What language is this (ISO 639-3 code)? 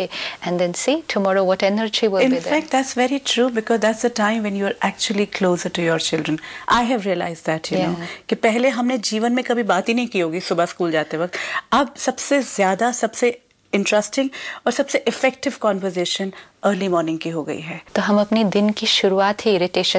hin